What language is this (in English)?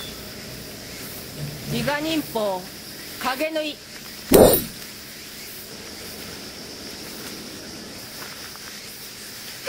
Japanese